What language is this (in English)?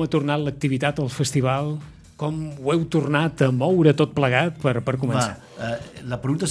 Catalan